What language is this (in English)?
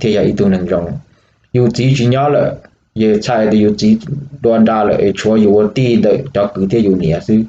Hmong